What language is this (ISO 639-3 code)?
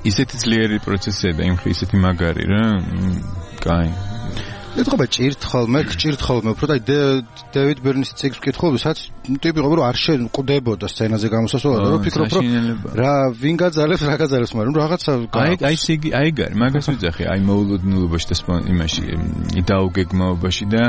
kat